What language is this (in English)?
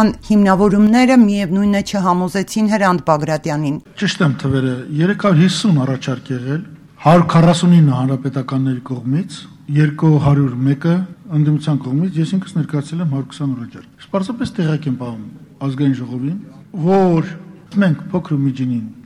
Armenian